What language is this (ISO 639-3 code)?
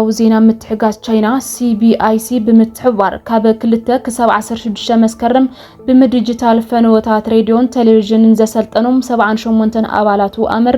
tir